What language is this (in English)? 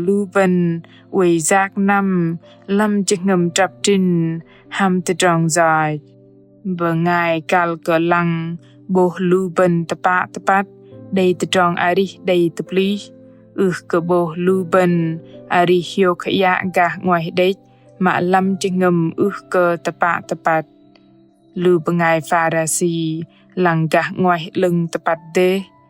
Bahnar